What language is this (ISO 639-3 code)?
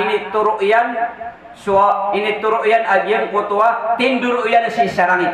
mrw